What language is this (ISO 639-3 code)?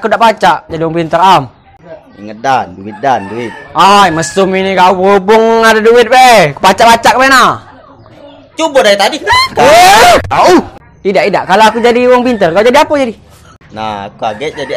mui